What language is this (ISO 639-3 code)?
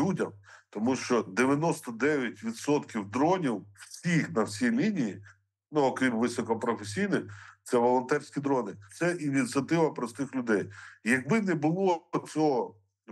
ukr